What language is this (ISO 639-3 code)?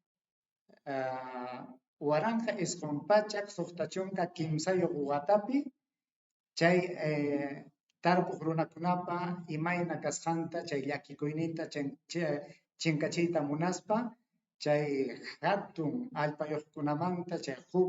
quy